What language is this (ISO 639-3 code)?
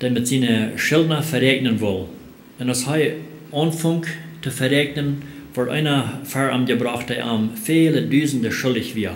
pdt